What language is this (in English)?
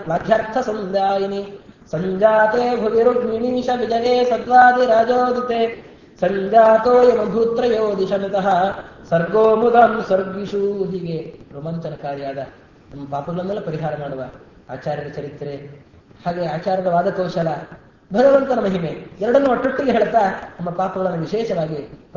Kannada